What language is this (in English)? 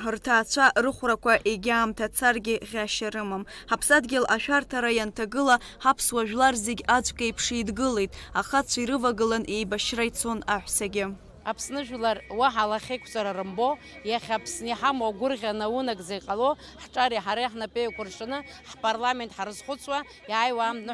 Abkhazian